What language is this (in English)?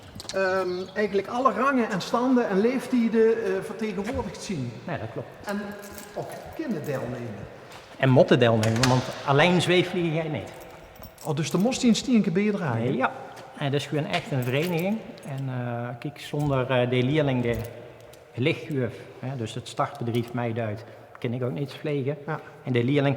Limburgish